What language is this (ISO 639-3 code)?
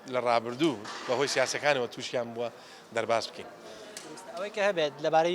ckb